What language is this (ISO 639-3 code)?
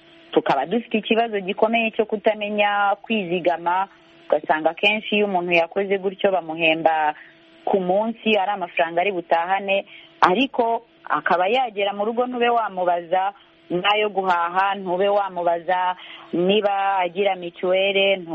kin